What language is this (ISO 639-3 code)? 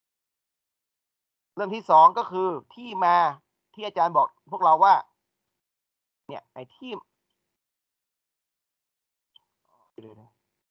tha